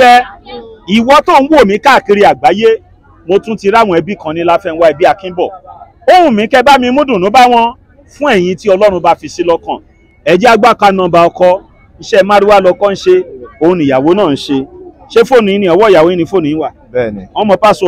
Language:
Yoruba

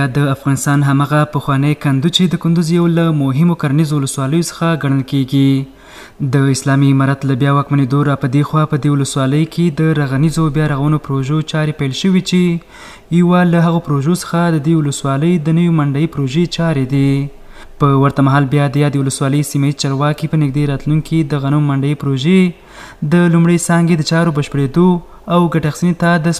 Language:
Pashto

